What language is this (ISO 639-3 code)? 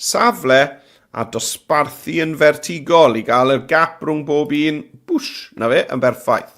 cym